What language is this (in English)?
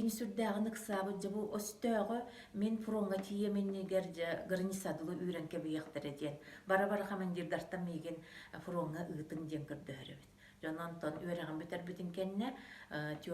Yakut